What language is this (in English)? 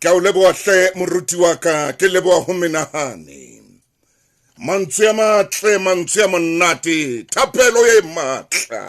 Southern Sotho